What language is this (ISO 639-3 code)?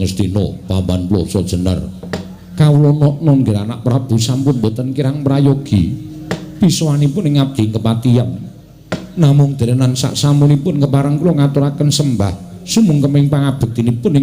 jav